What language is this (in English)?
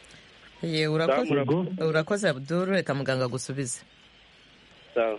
Kinyarwanda